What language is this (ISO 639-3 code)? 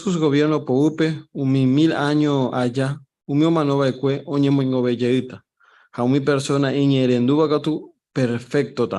grn